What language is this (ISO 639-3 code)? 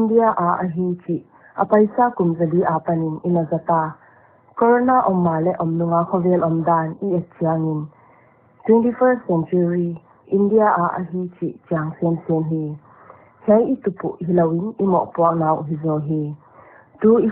pck